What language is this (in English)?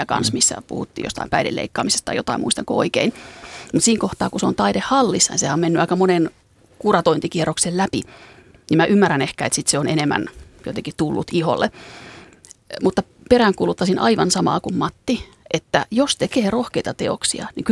Finnish